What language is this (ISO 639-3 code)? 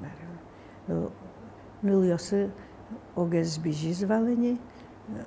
udm